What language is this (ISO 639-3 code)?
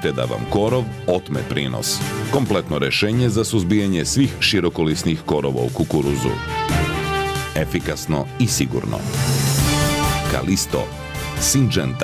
srp